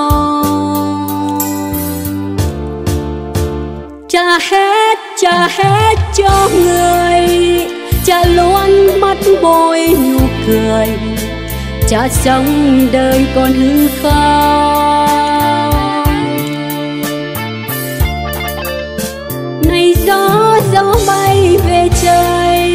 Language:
Vietnamese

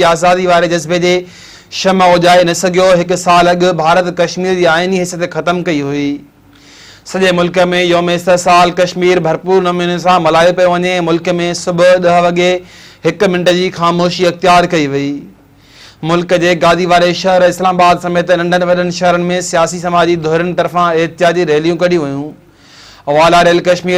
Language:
Sindhi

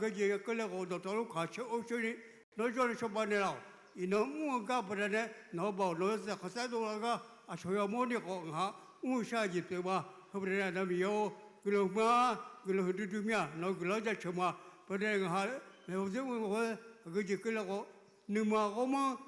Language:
Akha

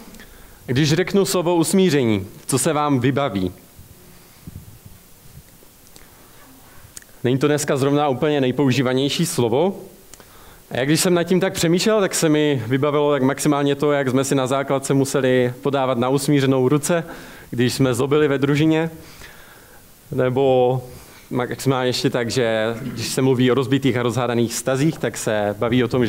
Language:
Czech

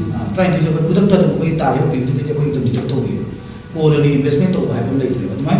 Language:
Manipuri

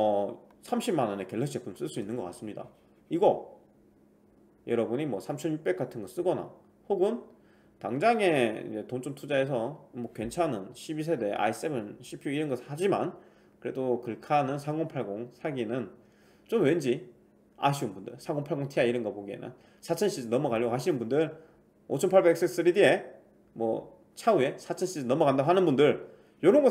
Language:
Korean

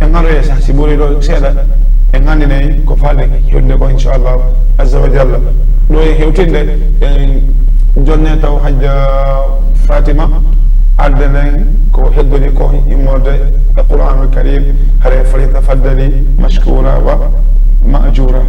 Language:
Fula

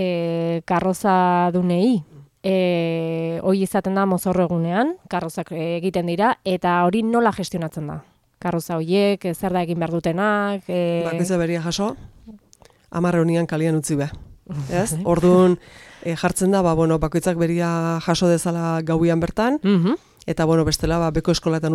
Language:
Basque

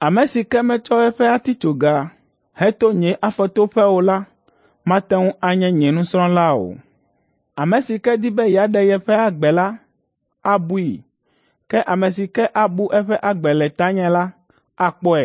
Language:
Ewe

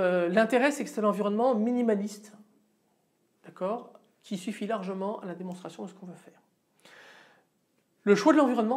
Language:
French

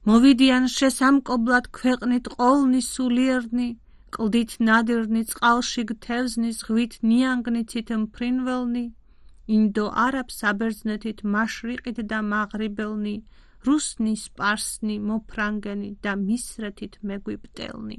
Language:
Georgian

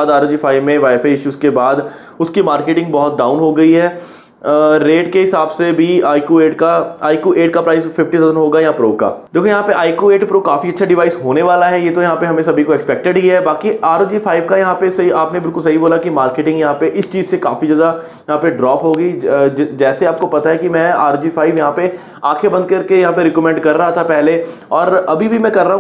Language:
Hindi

